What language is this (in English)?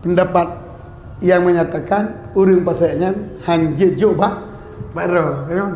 Achinese